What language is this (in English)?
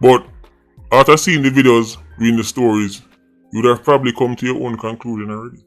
Jamaican Creole English